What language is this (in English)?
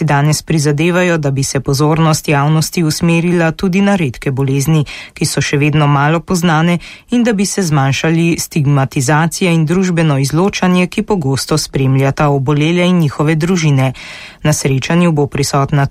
Slovenian